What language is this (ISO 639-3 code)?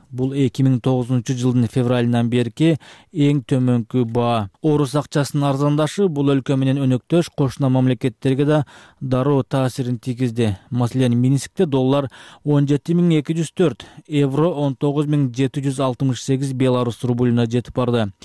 kir